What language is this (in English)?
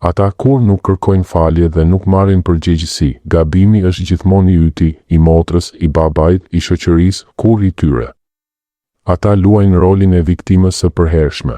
Albanian